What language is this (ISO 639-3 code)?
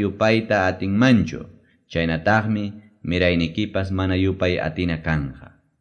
quy